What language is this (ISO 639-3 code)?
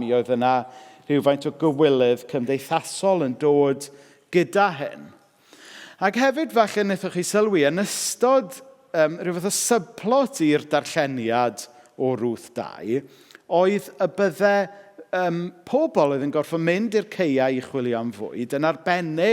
cym